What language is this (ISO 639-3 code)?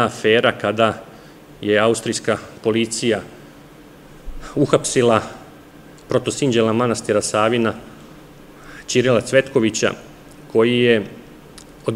srp